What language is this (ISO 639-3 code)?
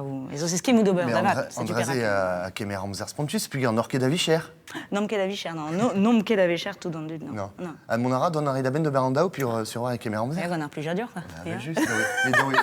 bre